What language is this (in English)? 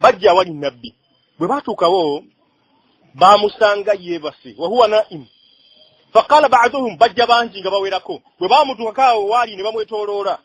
Ganda